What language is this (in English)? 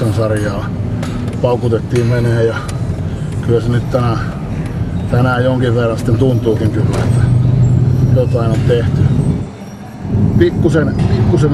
Finnish